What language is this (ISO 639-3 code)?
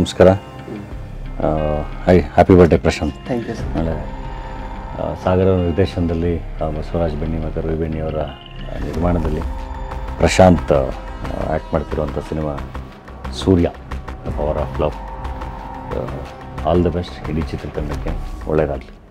kan